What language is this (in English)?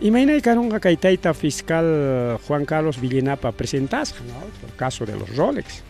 Ayacucho Quechua